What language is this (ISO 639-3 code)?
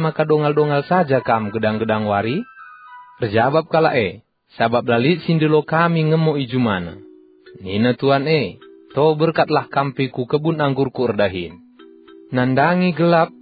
btx